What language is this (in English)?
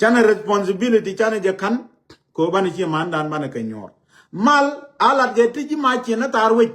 Nuer